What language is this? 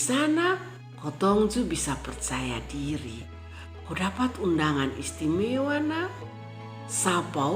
Kupang Malay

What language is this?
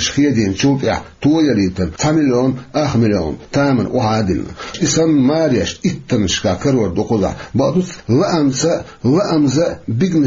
Chechen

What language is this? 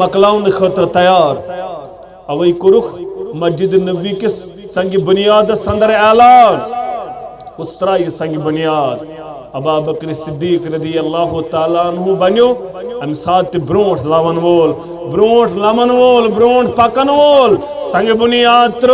Kashmiri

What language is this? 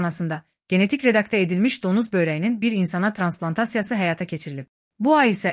Azerbaijani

